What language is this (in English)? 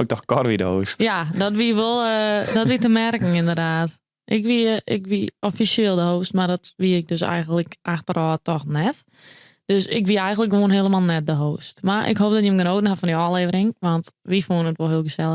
Western Frisian